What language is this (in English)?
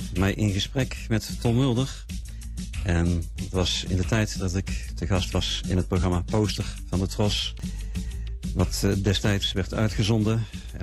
Dutch